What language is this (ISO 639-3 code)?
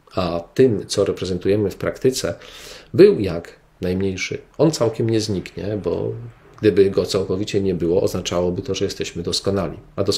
pol